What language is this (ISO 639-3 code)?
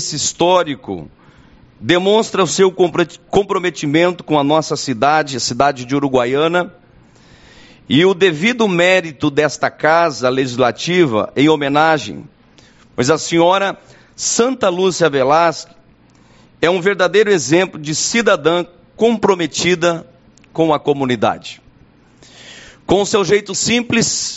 por